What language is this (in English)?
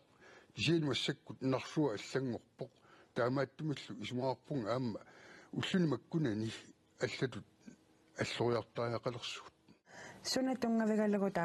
Kalaallisut